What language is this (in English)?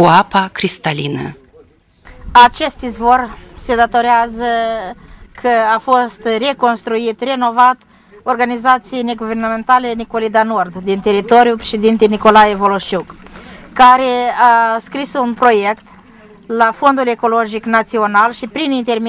Romanian